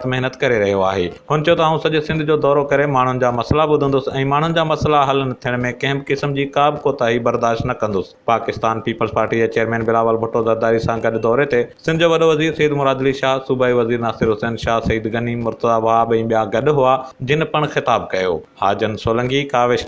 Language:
Sindhi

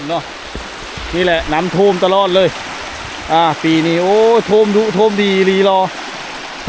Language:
Lao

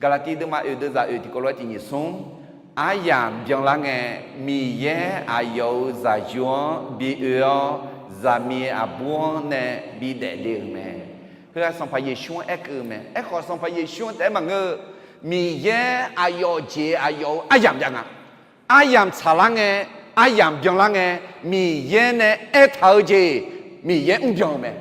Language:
Akha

